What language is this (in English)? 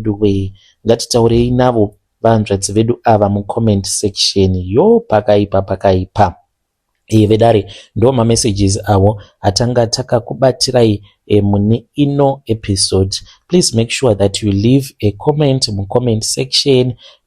Shona